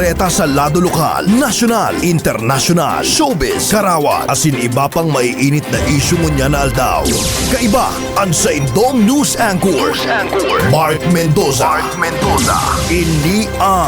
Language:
Bikol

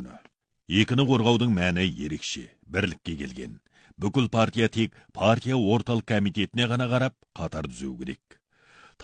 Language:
Kazakh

